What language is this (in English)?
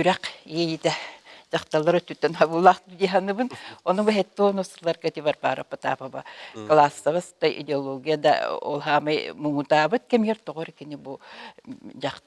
Yakut